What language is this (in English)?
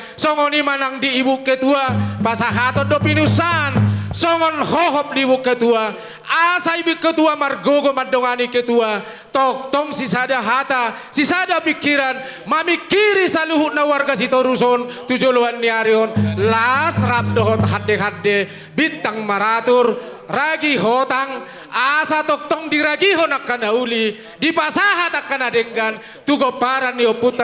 Batak Toba